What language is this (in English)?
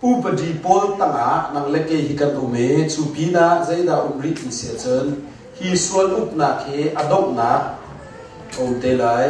Hakha Chin